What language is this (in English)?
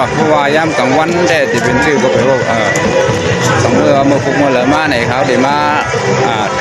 Shan